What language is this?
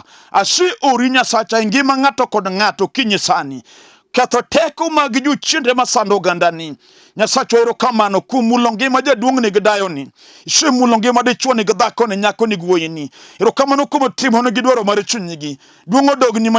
Luo (Kenya and Tanzania)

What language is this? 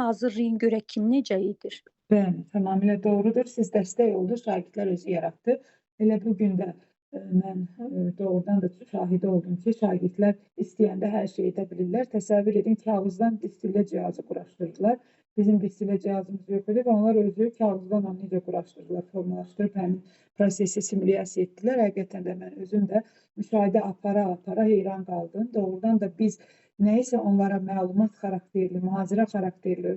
Azerbaijani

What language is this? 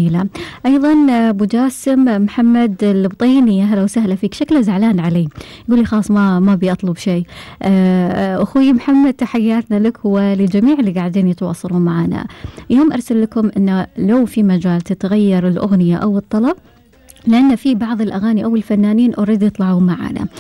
Gulf Arabic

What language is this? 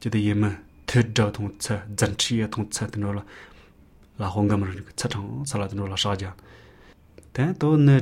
Latvian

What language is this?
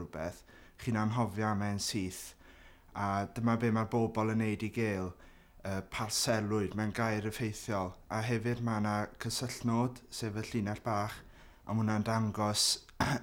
Welsh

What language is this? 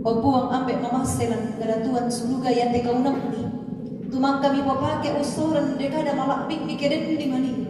Toraja-Sa'dan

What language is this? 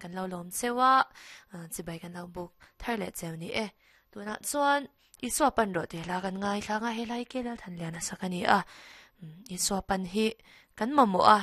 Mizo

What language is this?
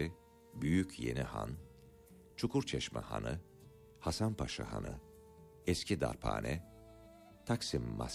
Turkish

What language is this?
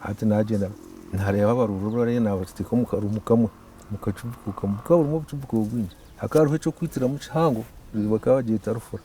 Nyankole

